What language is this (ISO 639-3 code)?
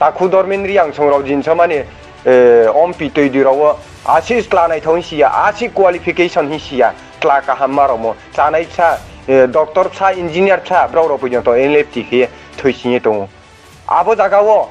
ria